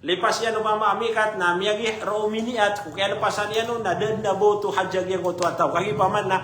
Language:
Maranao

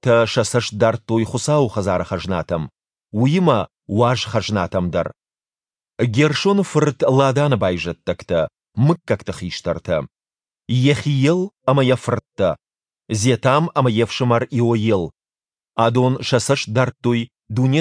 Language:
Ossetic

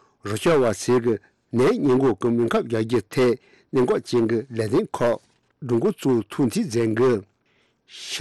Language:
Tibetan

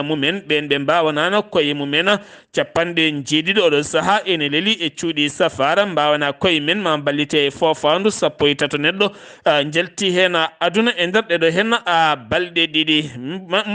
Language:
Fula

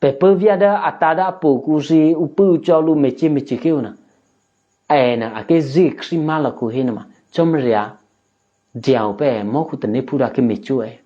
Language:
Eastern Kayah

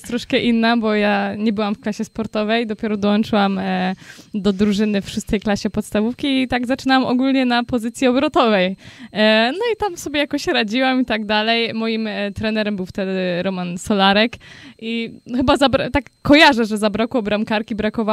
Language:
Polish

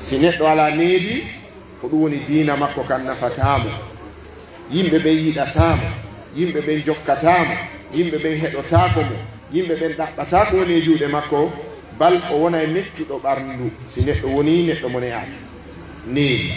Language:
Pular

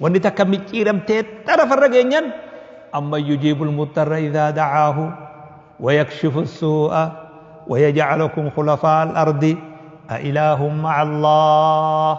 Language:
Oromo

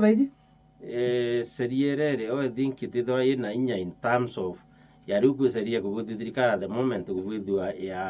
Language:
Meru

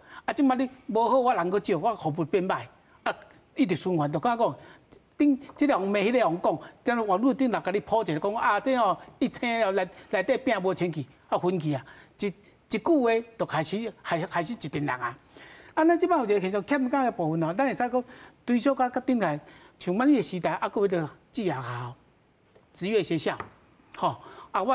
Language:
Min Nan Chinese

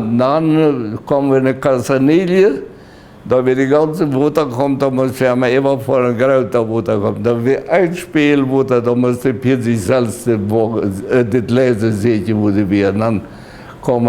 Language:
Plautdietsch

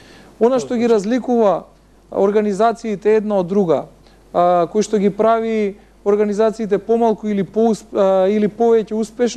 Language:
Macedonian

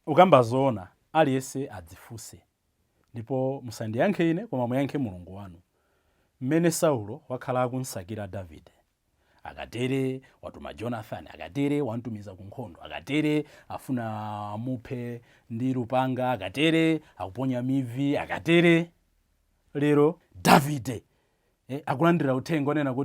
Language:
Nyanja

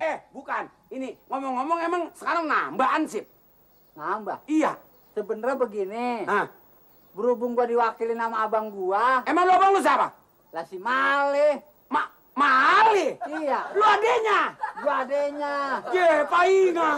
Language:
Betawi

